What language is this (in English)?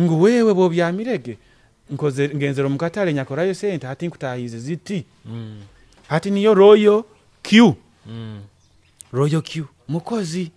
Nyoro